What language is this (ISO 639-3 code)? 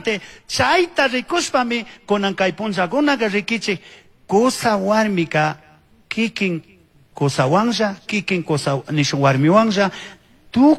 qug